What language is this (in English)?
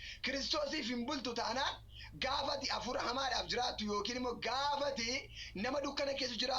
Oromo